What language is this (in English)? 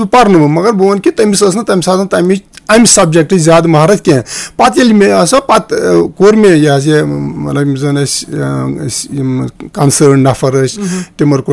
Kashmiri